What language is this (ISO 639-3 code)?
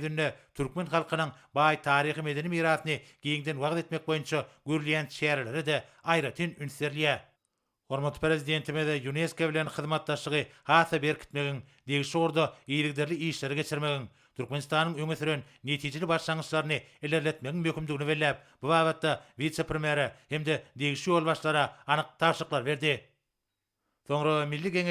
tuk